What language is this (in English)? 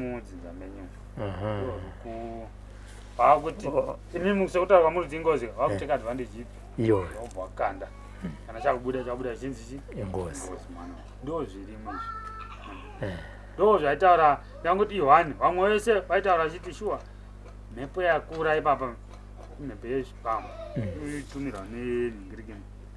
Shona